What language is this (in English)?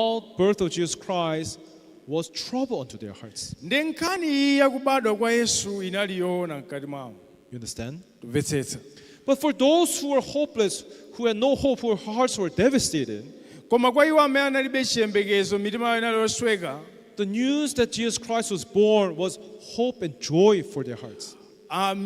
Nyanja